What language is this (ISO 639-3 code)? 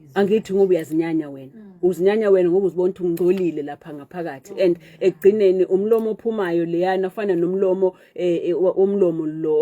zul